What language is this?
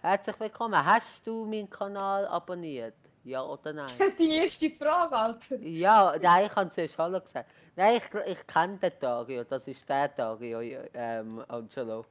Swiss German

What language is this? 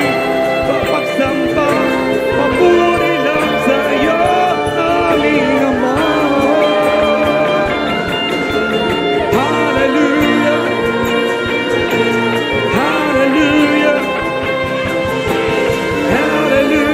Filipino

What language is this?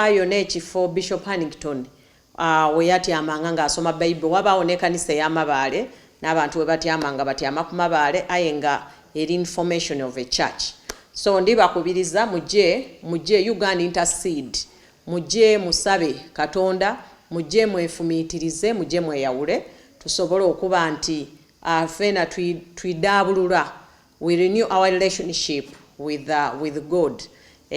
Soga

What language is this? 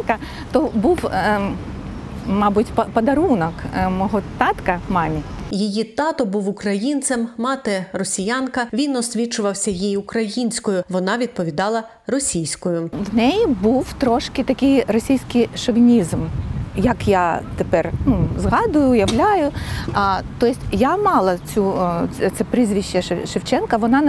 Ukrainian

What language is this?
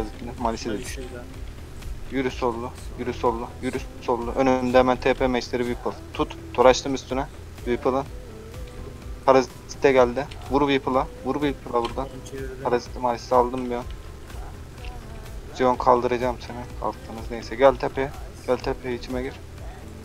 Turkish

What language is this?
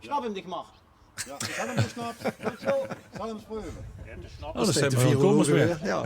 Limburgish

